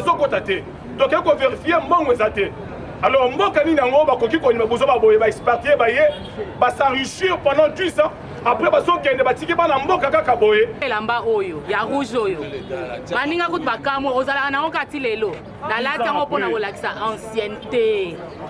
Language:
Lingala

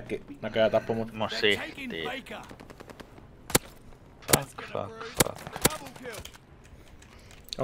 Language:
Finnish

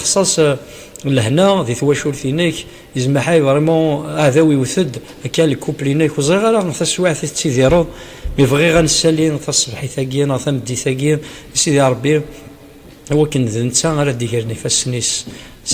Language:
Kabyle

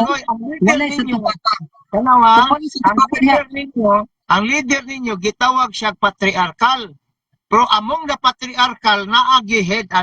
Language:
Cebuano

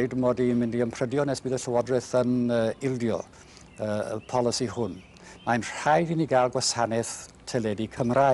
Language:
Welsh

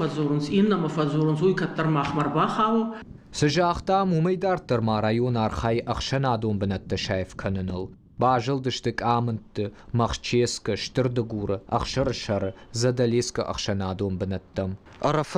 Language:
Ossetic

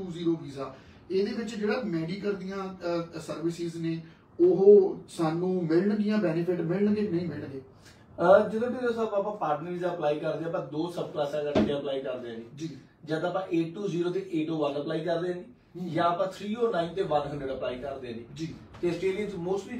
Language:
Punjabi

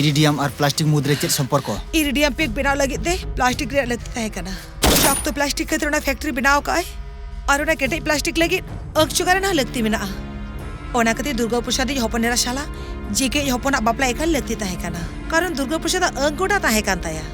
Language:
Santali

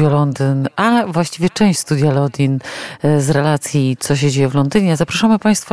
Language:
Polish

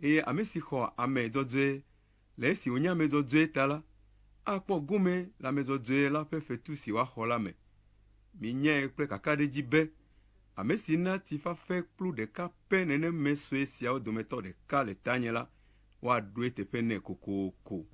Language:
Ewe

